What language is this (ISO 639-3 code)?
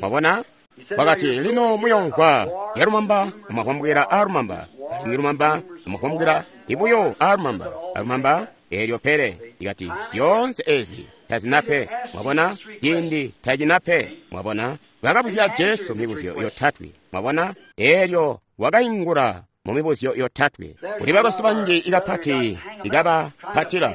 toi